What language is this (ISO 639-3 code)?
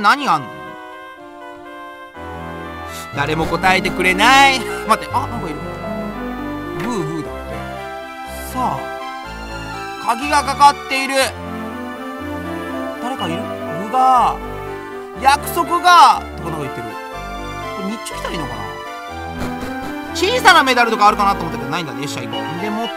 jpn